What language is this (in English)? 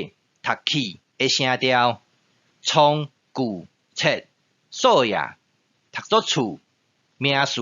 Min Nan Chinese